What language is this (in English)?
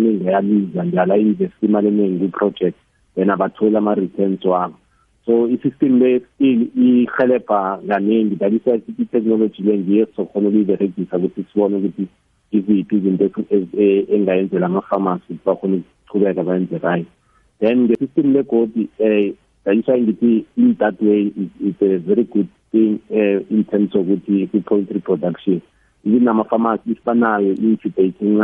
South Ndebele